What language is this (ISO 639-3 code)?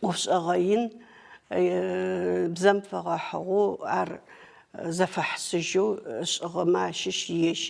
ady